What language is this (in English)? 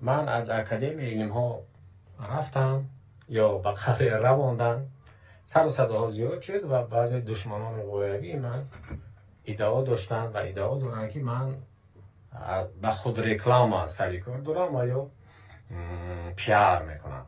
Tajik